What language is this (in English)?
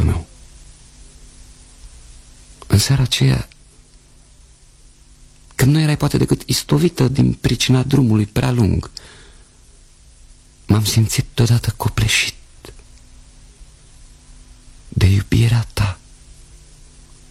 Romanian